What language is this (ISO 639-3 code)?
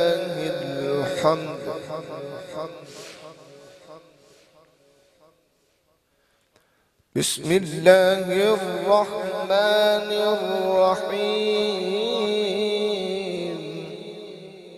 ara